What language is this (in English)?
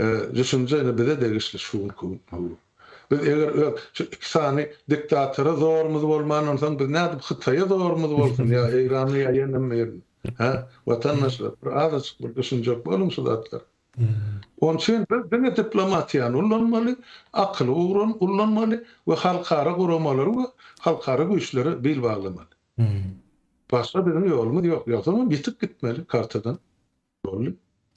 Turkmen